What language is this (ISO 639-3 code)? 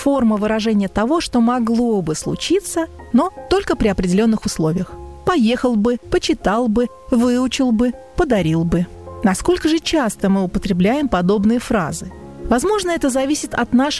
rus